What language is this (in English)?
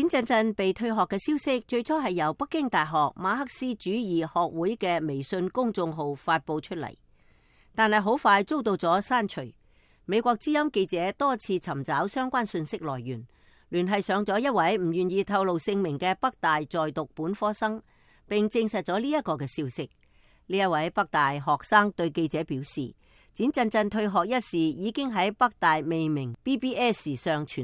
Cantonese